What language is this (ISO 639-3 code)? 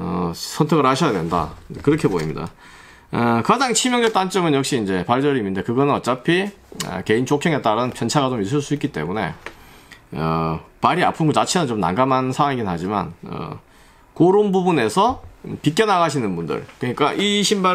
kor